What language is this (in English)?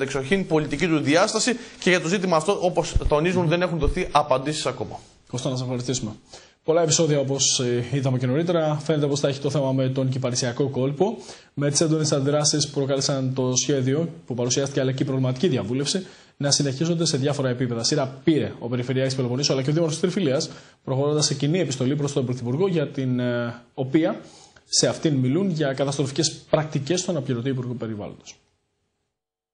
Greek